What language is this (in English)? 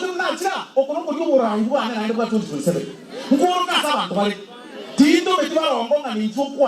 Gusii